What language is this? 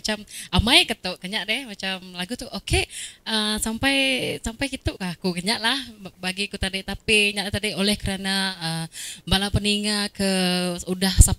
Iban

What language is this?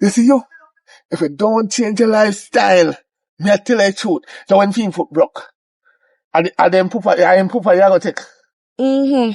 Jamaican Creole English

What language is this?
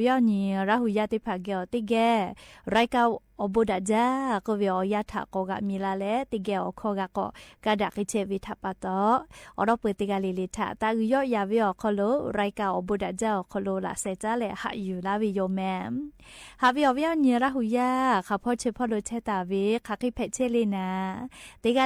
Lahu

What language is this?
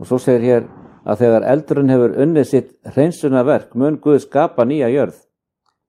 Icelandic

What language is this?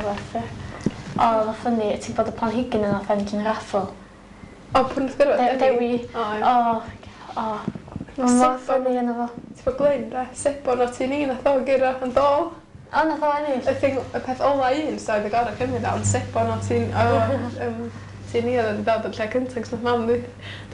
Welsh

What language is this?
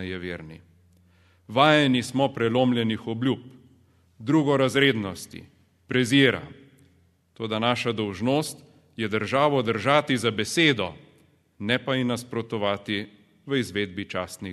Slovenian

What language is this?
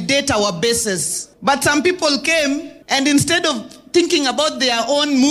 Kikuyu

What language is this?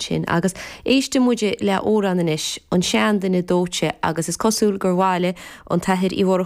Irish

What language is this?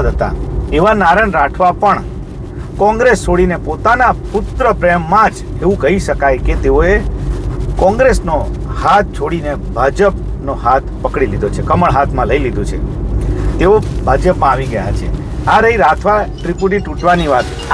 Gujarati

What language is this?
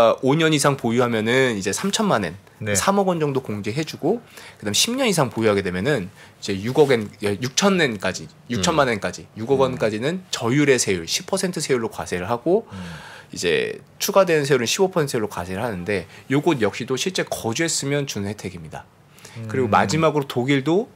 Korean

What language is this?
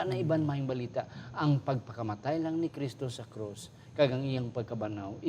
Hiligaynon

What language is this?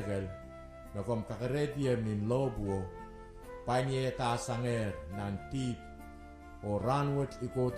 Pohnpeian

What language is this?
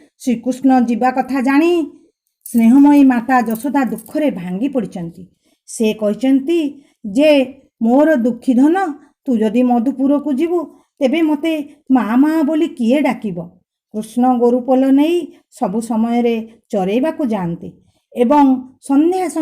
Odia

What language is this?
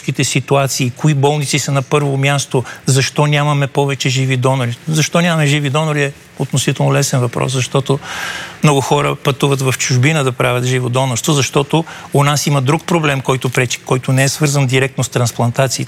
Bulgarian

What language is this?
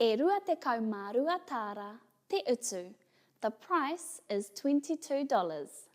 Māori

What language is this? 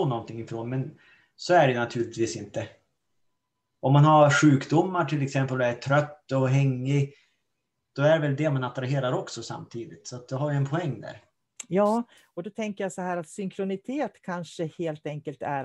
Swedish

